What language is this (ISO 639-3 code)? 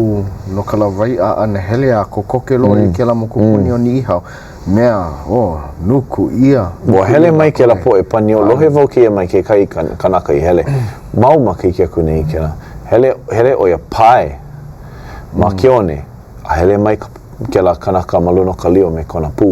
haw